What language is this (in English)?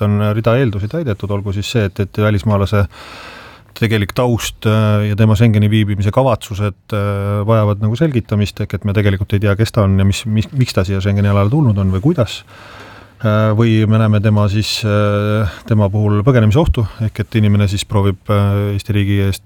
Estonian